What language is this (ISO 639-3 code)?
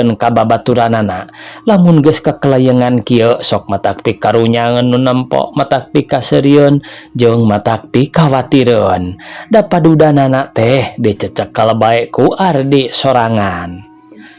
sun